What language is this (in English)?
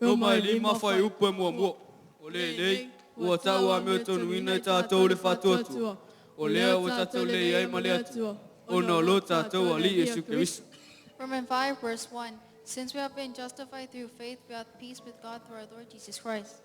Samoan